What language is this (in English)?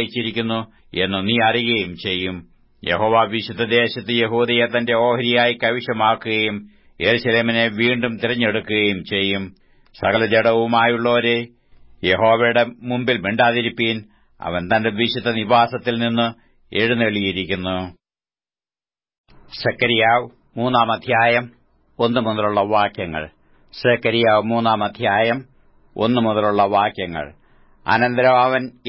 Malayalam